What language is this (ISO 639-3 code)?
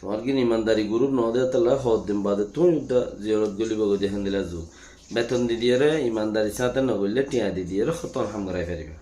rhg